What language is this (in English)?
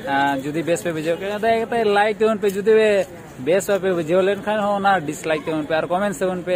Santali